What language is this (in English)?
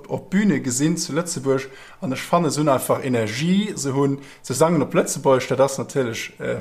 Luxembourgish